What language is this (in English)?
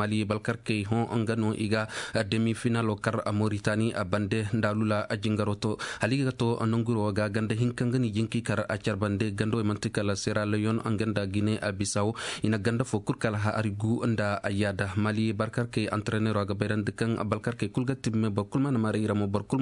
Koyraboro Senni